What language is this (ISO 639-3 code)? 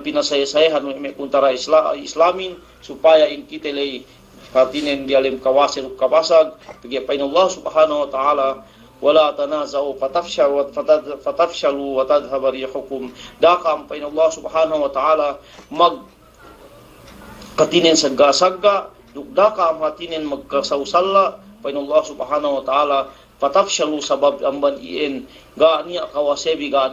yka